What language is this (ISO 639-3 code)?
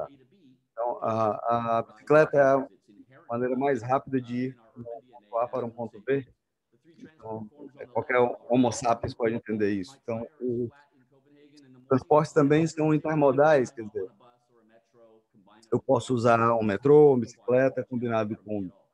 por